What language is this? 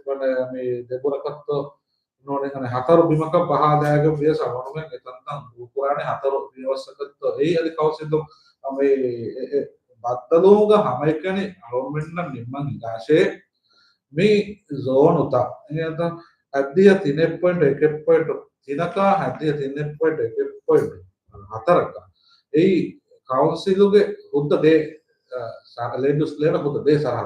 Divehi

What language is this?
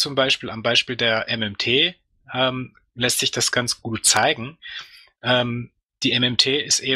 German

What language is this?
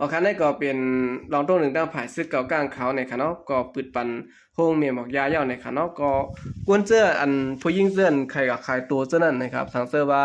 Shan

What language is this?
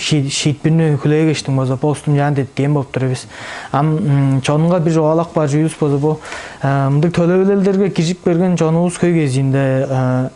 Tuvinian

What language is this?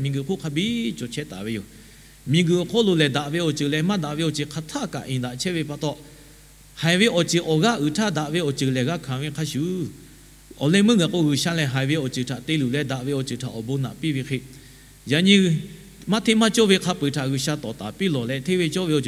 Lahu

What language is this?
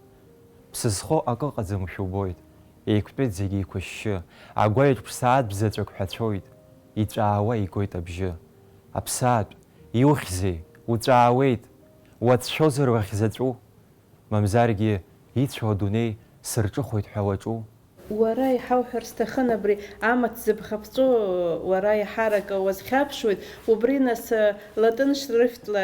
Abkhazian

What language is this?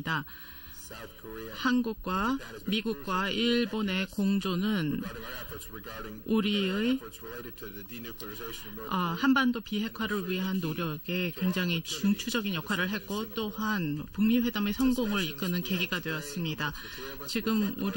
Korean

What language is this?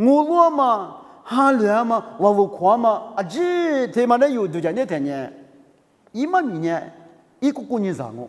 Lisu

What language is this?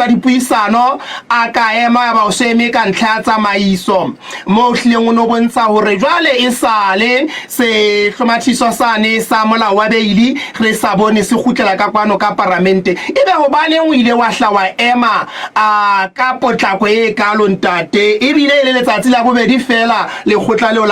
Southern Sotho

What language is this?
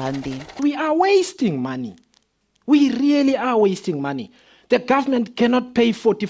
Tsonga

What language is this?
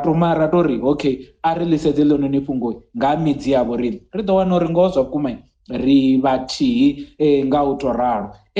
Venda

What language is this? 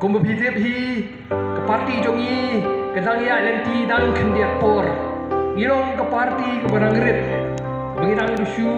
Khasi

